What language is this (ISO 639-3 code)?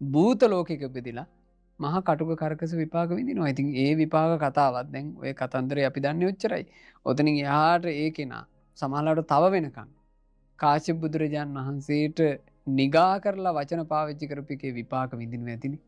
sin